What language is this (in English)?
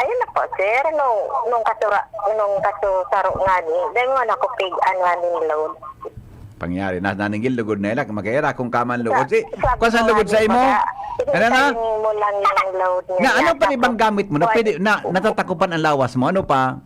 Bikol